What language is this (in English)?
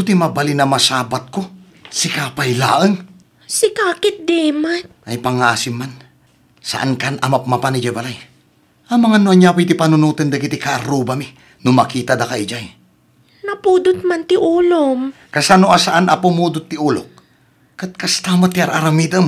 Iloko